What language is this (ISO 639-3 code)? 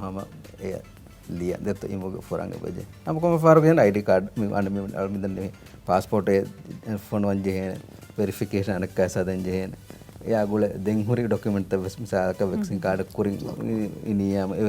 div